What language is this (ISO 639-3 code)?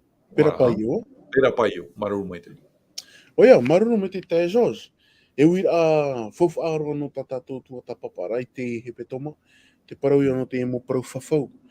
tah